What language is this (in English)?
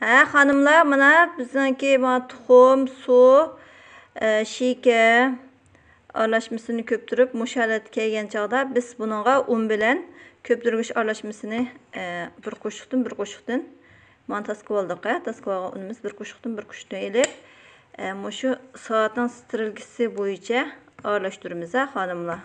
Uyghur